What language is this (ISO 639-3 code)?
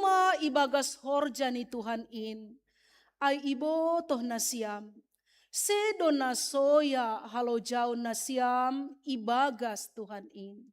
bts